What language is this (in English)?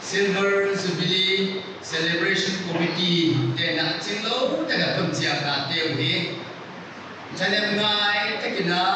Paite Chin